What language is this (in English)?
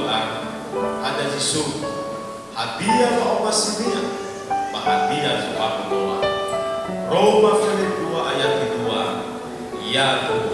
Nias